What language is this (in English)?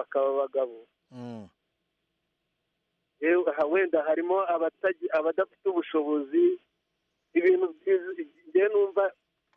Kinyarwanda